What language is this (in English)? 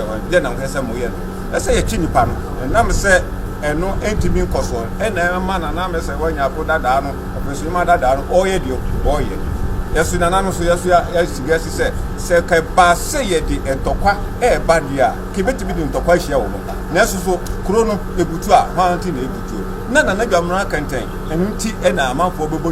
Akan